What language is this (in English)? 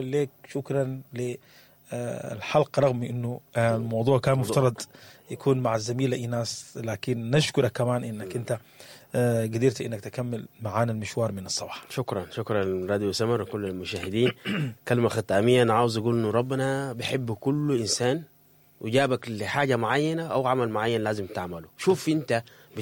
Sudanese Arabic